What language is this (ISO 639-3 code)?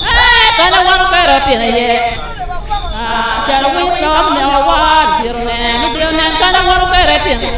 ach